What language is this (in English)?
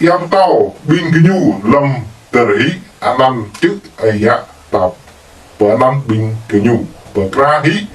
Jarai